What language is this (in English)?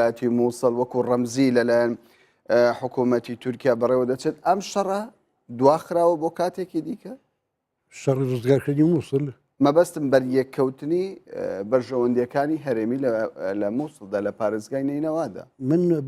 Central Kurdish